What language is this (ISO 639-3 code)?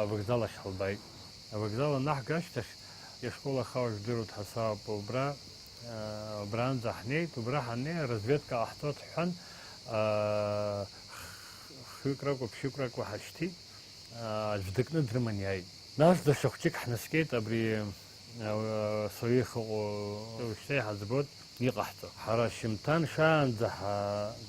abk